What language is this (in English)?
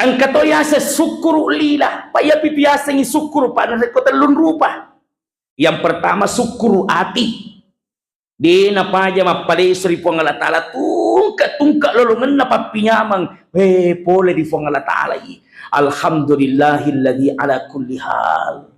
Buginese